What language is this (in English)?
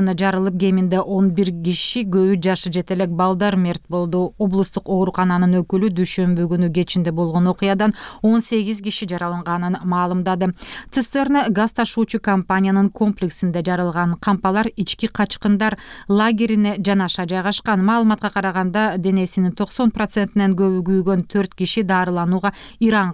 Kyrgyz